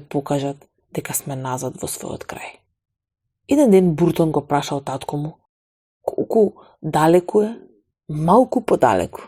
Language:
Macedonian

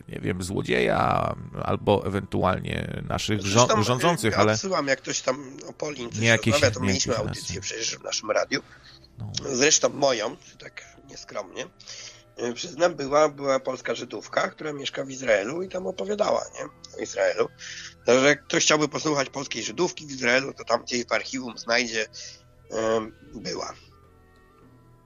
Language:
Polish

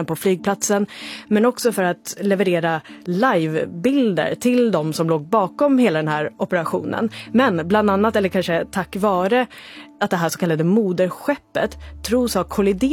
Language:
Swedish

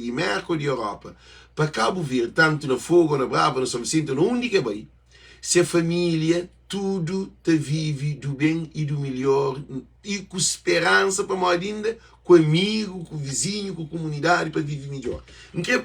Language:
Kabuverdianu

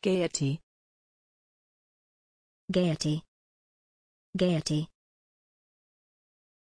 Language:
English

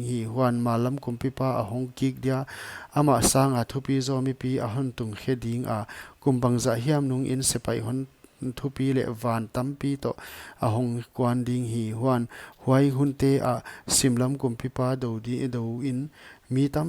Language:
Paite Chin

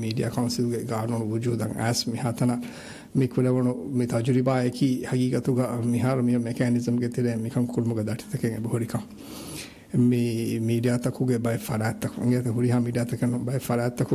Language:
Divehi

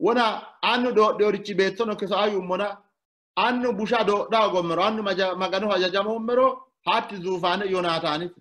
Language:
Sidamo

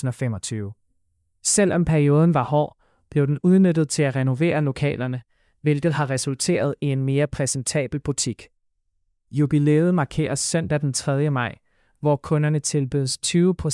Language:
Danish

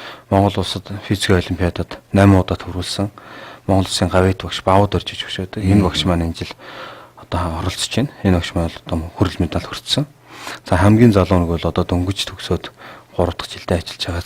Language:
Mongolian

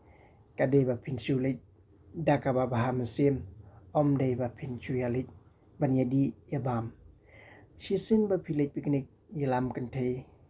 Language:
Khasi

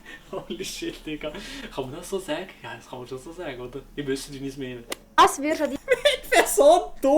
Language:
Swiss German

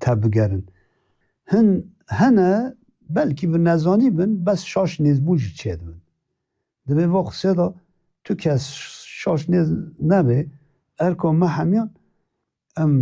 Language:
Kurdish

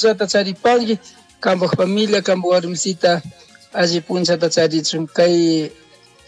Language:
Chimborazo Highland Quichua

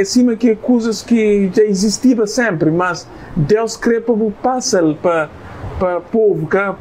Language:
Kabuverdianu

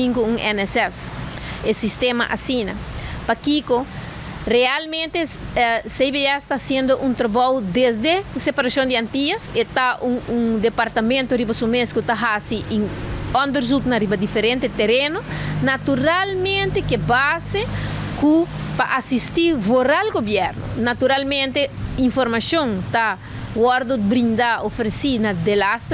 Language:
Papiamento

